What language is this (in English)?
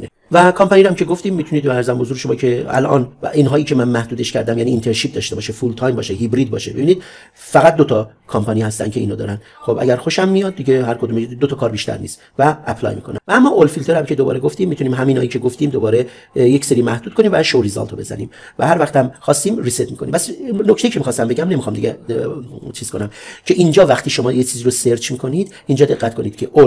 Persian